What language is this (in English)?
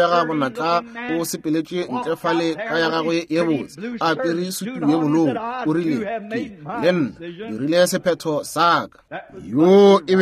Northern Sotho